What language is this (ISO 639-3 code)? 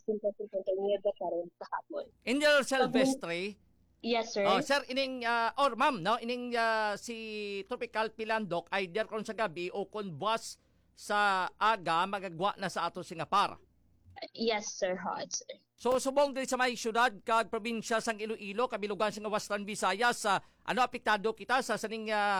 hil